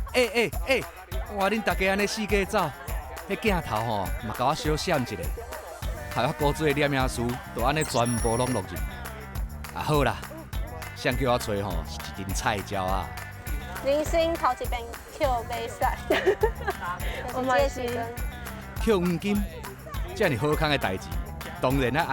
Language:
Min Nan Chinese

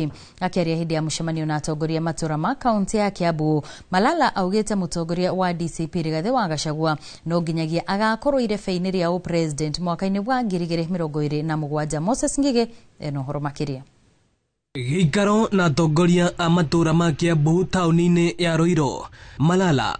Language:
Kikuyu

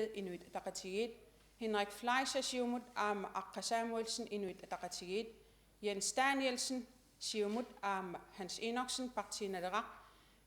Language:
Kalaallisut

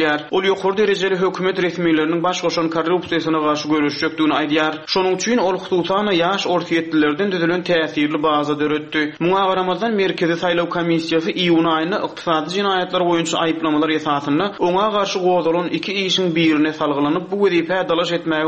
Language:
Turkmen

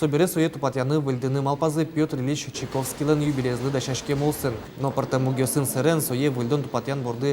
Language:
Udmurt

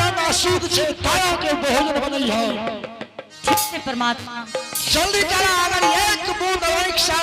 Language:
Angika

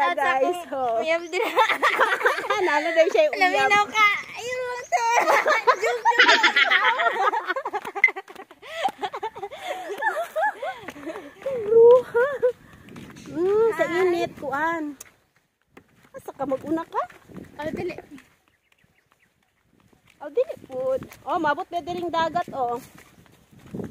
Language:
Cebuano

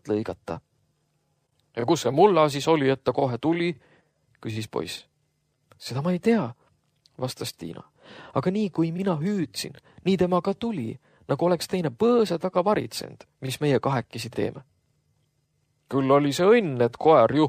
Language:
Estonian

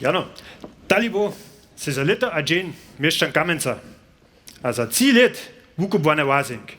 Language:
Upper Sorbian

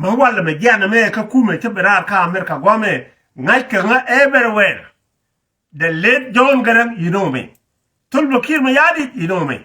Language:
Nuer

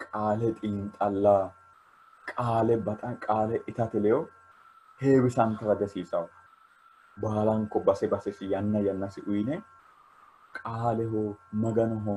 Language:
Sidamo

